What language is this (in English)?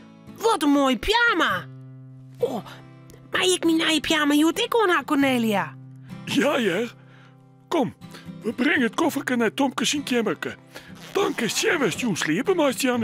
Western Frisian